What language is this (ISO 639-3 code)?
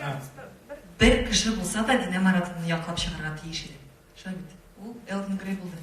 tat